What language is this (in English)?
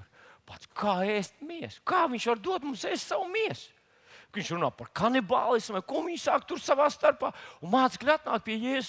Latvian